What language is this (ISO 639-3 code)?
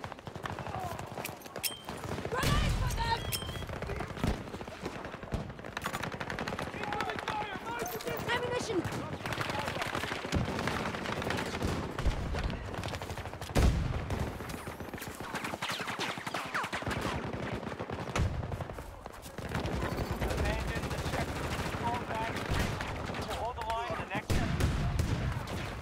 eng